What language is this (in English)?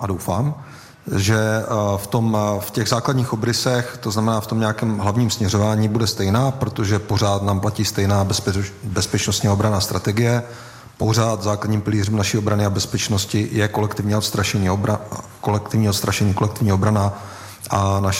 Czech